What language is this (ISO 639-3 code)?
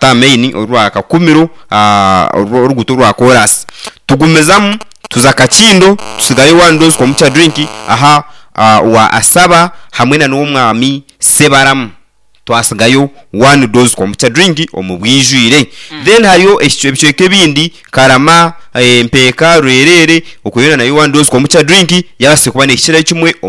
nyn